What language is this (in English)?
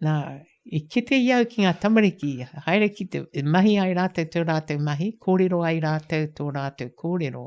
Māori